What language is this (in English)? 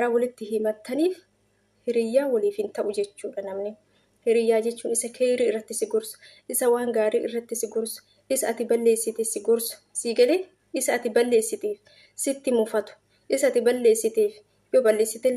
Oromo